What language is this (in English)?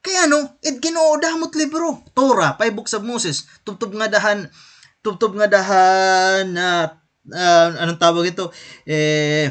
Waray